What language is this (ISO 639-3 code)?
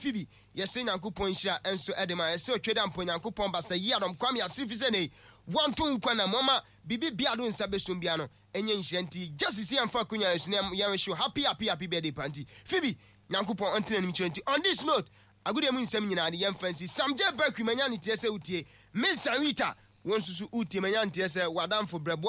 aka